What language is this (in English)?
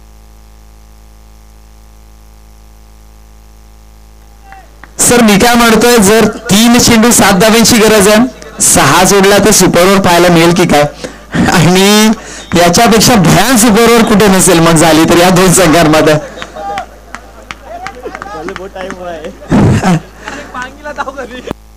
Marathi